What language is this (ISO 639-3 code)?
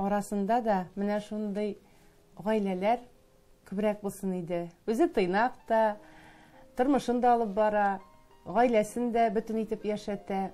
tat